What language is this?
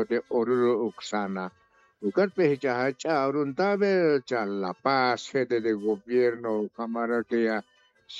Aymara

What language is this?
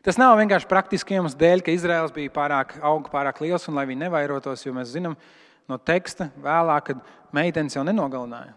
Latvian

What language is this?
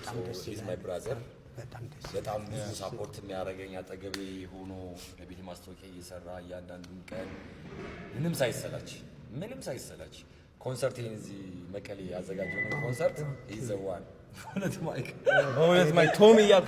Amharic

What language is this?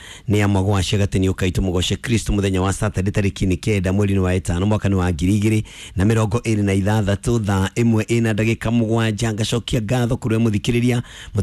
Kikuyu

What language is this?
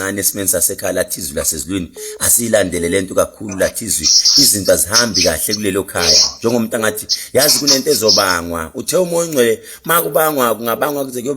Zulu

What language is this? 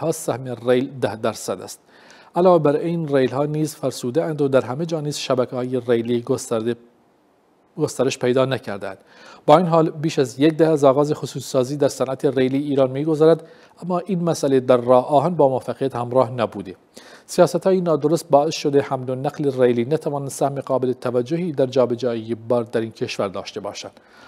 Persian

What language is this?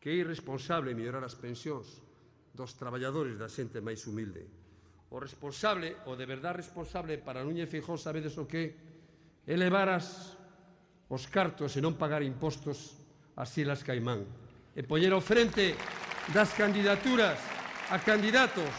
Galician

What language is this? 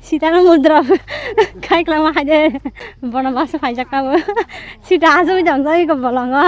Kok Borok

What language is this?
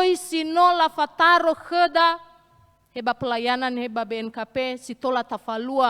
Nias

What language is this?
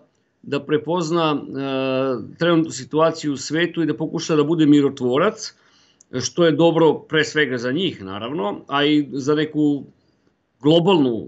Bosnian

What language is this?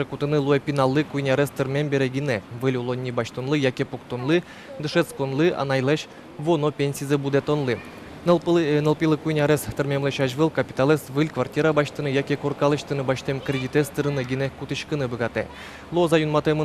Udmurt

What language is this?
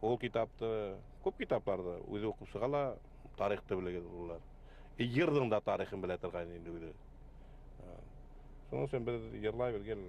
Bashkir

